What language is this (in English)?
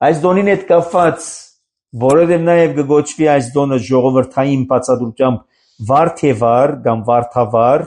Armenian